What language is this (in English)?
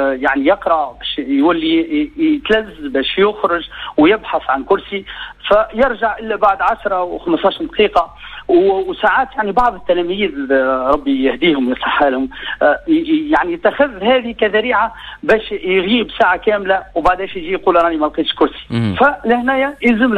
Tunisian Arabic